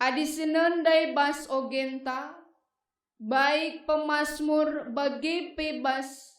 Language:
Batak Karo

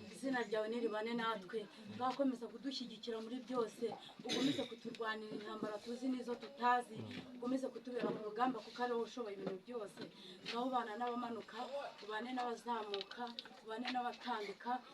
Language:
Kinyarwanda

